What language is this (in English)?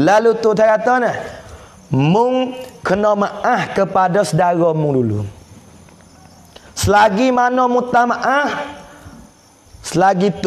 Pattani Malay